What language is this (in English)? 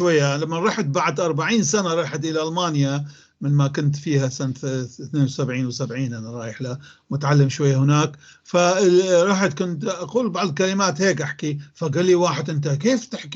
North Levantine Arabic